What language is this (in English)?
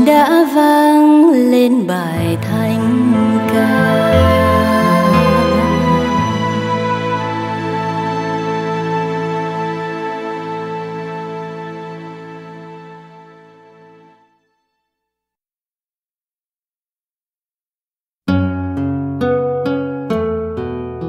Vietnamese